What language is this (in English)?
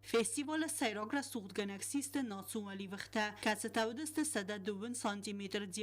Ossetic